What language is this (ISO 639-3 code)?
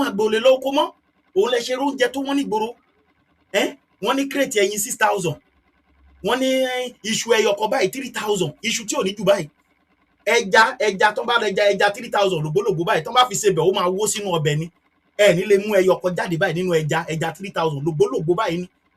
yor